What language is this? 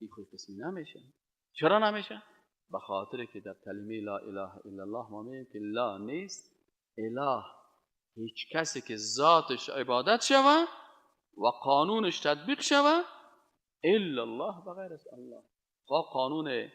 Persian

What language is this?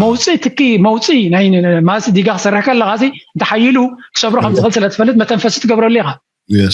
Tigrinya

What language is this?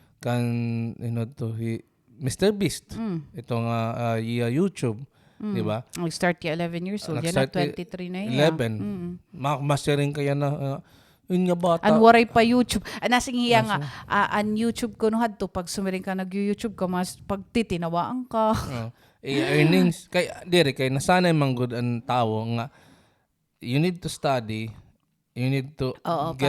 Waray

